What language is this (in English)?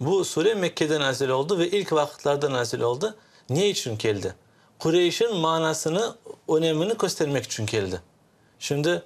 Crimean Tatar